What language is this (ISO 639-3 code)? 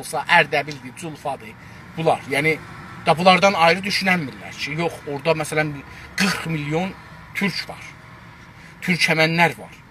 azb